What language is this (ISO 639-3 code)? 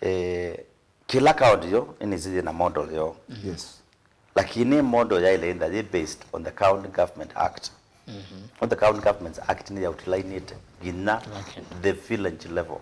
kam